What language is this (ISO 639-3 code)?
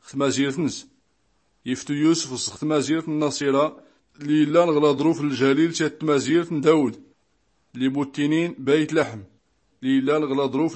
shi